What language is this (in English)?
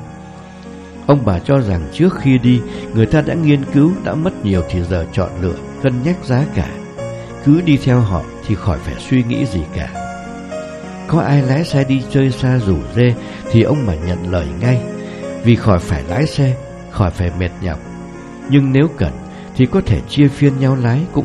Vietnamese